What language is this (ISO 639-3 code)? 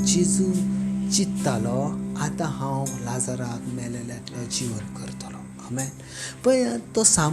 kok